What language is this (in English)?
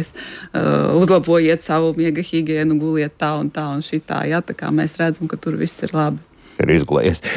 Latvian